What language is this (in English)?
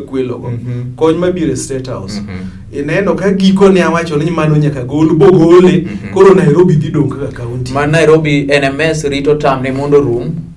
Luo (Kenya and Tanzania)